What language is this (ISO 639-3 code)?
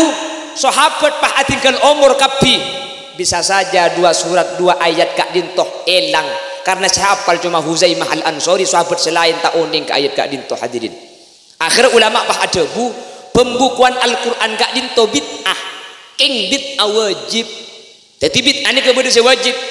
mad